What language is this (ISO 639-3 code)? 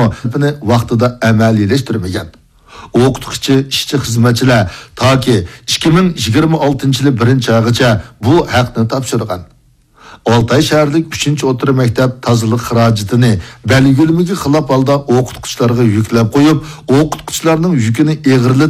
uig